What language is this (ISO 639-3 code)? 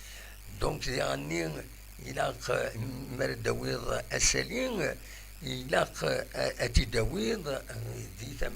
kab